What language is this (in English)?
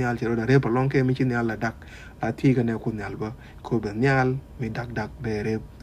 Nuer